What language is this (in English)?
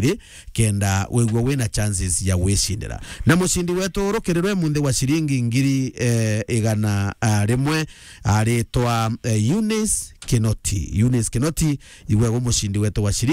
Meru